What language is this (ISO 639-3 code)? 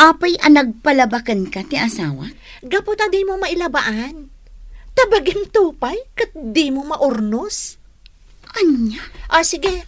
ilo